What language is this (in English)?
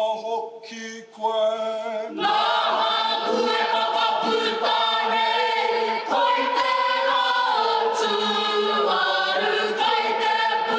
Māori